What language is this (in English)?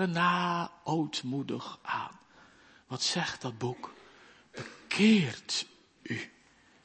Dutch